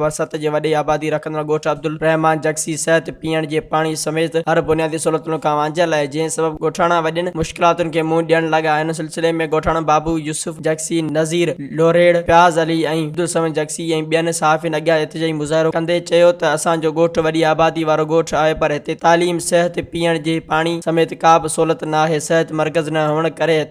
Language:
Sindhi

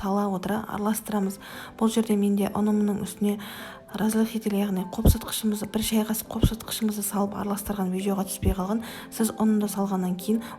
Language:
Kazakh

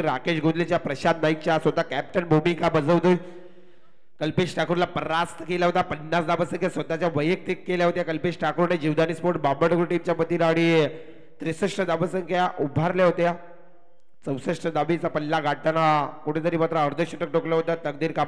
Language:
Marathi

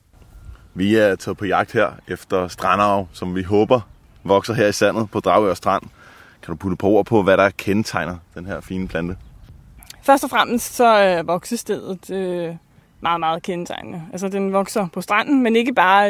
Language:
Danish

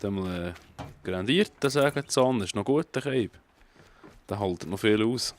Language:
Swiss German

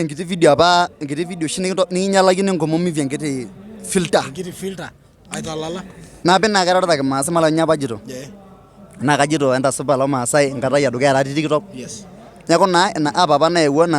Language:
Masai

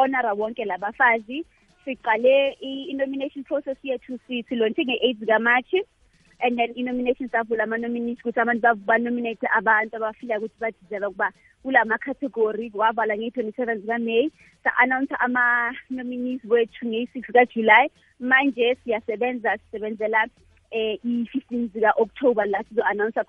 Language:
South Ndebele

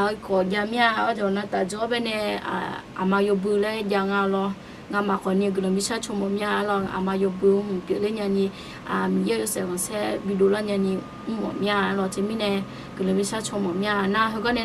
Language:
Akha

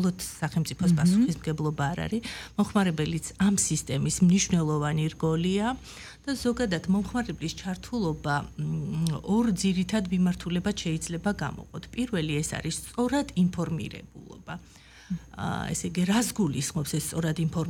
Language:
Georgian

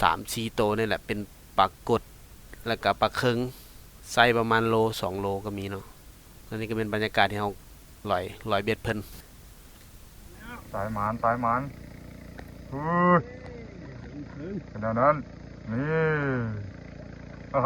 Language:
Lao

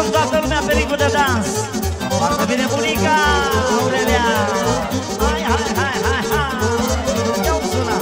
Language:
Romanian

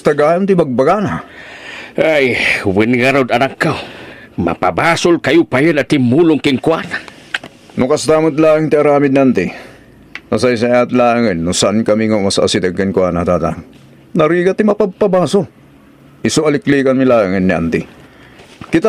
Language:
Iloko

